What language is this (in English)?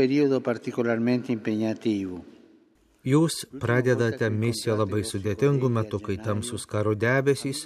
Lithuanian